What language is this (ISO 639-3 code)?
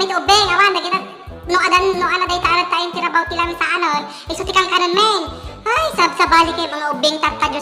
ilo